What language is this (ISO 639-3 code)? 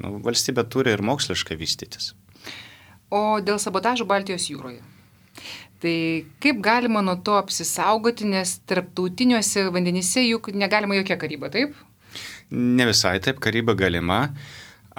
lit